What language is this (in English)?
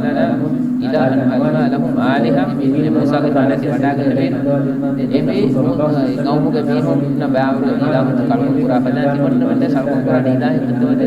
Divehi